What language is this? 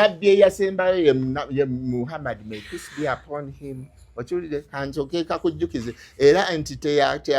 Ganda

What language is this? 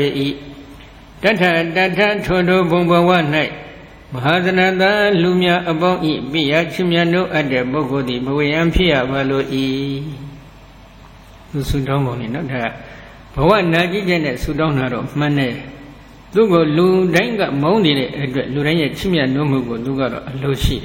Burmese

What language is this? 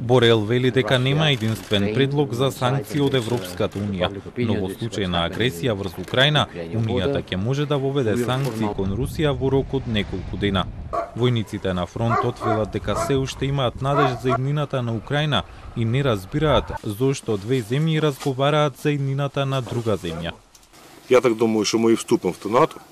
Macedonian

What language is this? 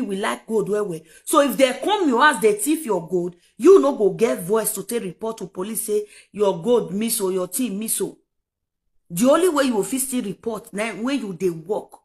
Nigerian Pidgin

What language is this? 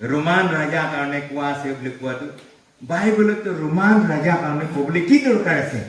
Naga Pidgin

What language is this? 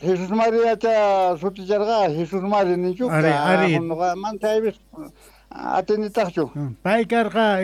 Quechua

